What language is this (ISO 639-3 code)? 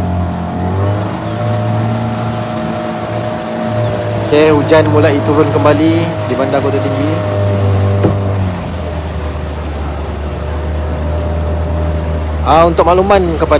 msa